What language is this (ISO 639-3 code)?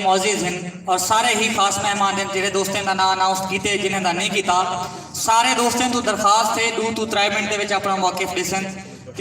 skr